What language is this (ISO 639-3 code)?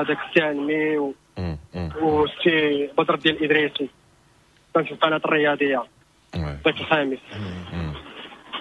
ary